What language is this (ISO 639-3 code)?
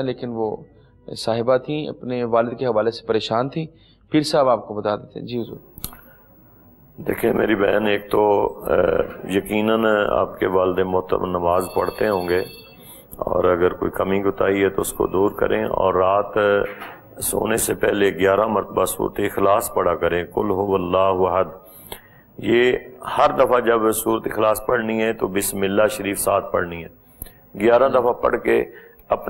urd